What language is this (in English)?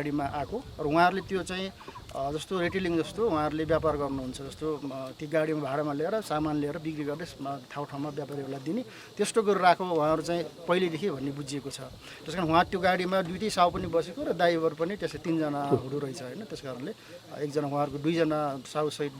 Nepali